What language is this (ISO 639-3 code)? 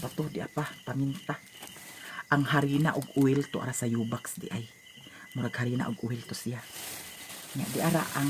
ceb